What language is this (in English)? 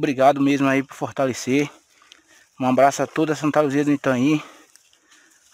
Portuguese